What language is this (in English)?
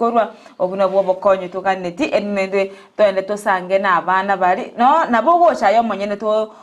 Gusii